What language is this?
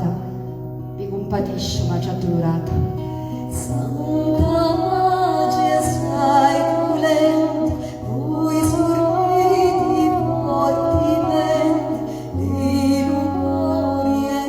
Sicilian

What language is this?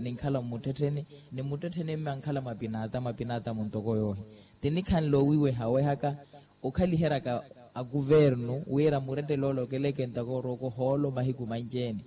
Makhuwa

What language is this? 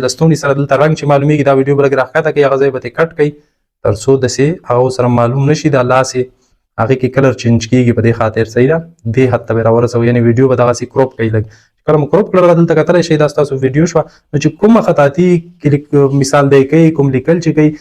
Pashto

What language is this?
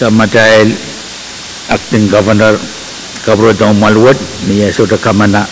Pohnpeian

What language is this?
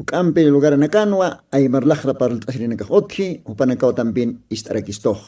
Aymara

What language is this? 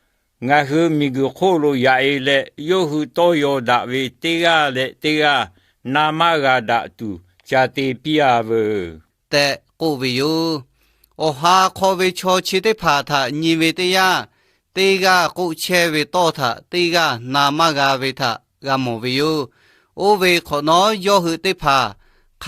Lahu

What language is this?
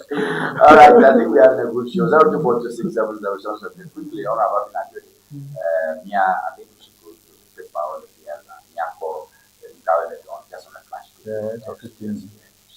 Ewe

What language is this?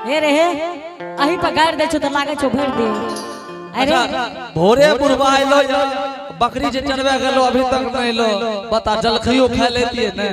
Angika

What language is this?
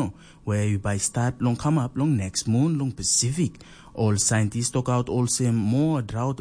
Tok Pisin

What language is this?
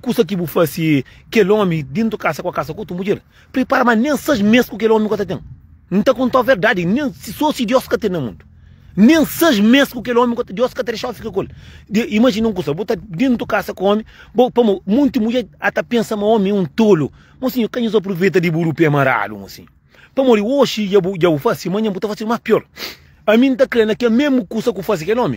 Kabuverdianu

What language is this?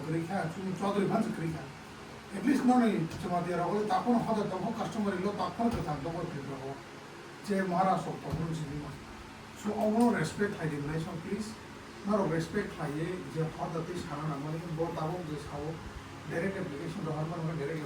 Kok Borok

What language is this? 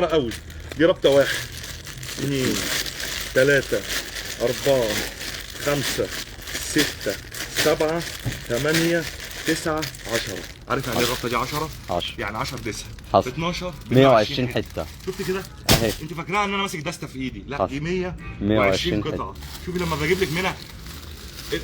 Egyptian Arabic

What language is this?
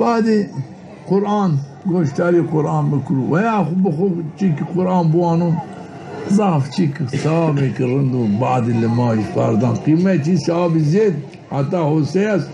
Zaza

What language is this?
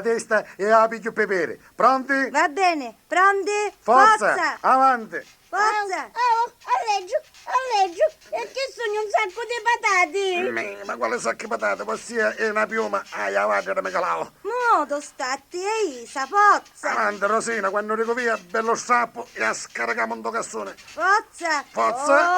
Neapolitan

